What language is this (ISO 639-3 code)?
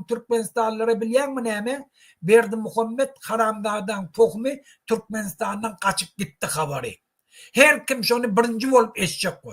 tuk